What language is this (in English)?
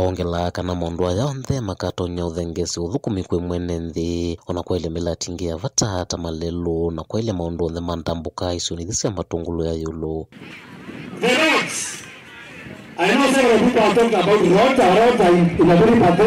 Kamba